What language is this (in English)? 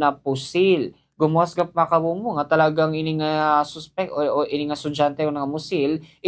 Waray